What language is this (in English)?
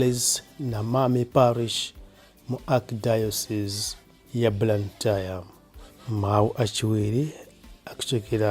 Nyanja